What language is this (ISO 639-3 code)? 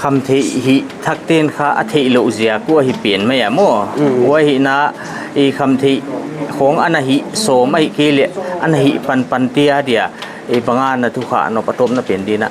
pck